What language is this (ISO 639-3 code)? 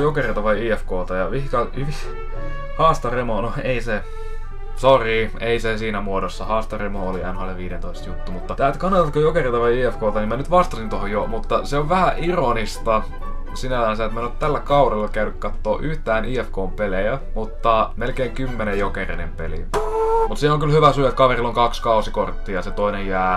fin